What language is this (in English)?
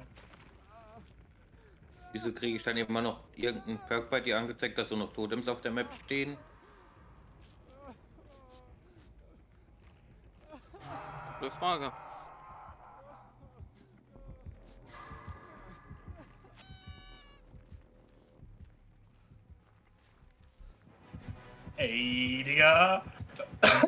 German